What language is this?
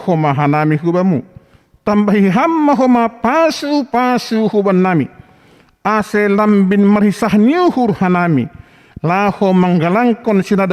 Batak Simalungun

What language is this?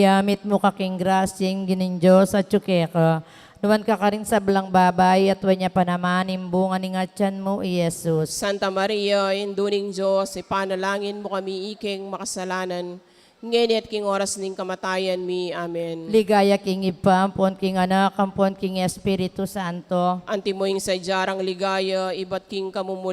Pampanga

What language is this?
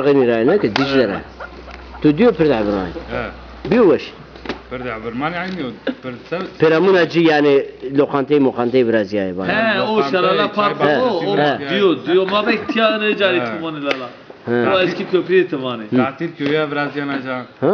Zaza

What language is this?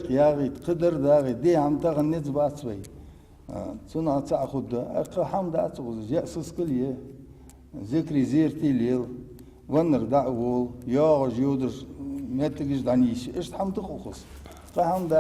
Ingush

